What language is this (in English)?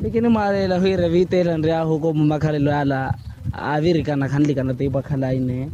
Makhuwa